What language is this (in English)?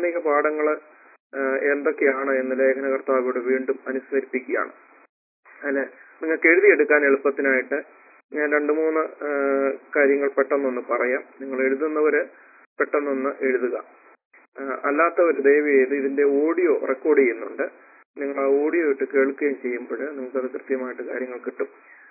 Malayalam